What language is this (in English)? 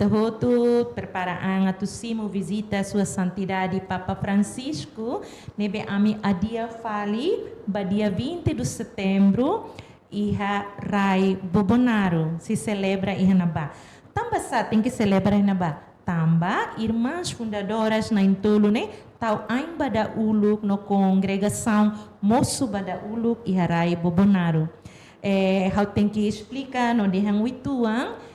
Tetum